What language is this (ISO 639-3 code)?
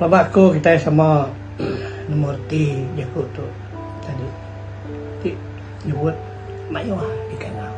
iba